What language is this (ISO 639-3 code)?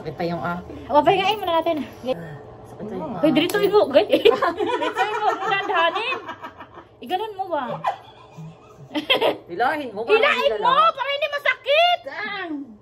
fil